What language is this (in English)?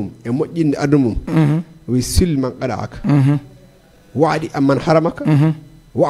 Fula